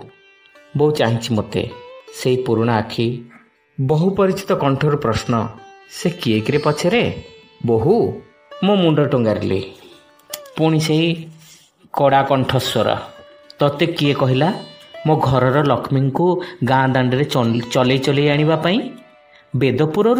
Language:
Odia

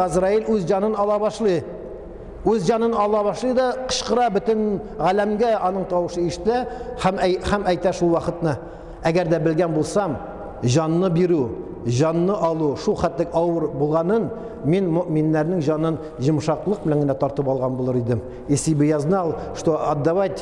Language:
Tatar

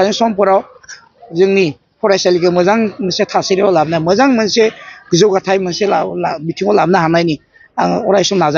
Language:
Bodo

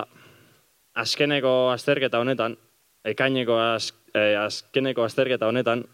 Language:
Basque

